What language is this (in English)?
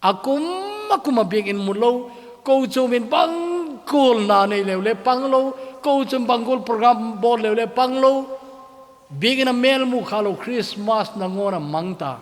Thado Chin